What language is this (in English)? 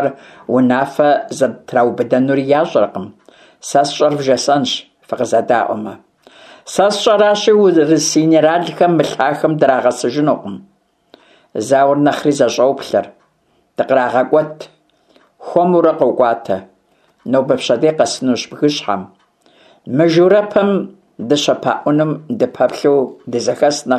Kabardian